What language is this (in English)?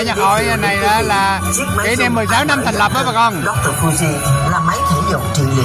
Vietnamese